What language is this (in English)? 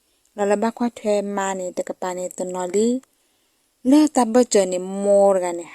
S'gaw Karen